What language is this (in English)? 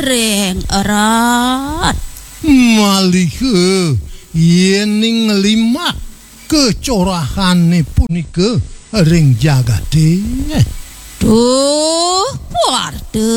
Balinese